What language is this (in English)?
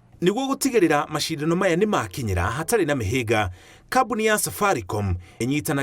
Kikuyu